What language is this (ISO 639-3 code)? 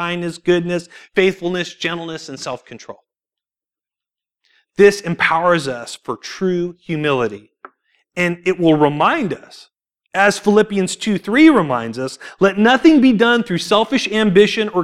eng